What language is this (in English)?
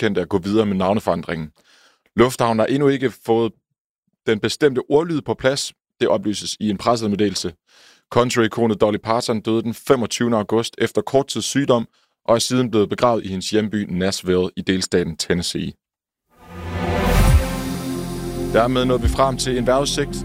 Danish